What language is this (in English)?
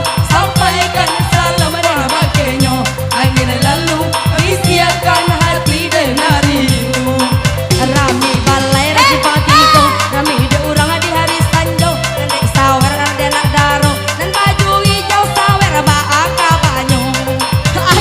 Minangkabau